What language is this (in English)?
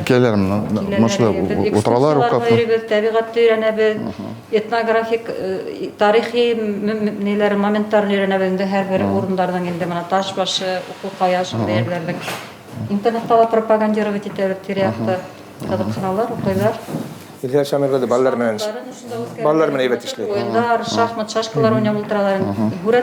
Bashkir